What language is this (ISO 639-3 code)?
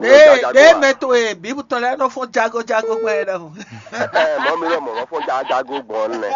fon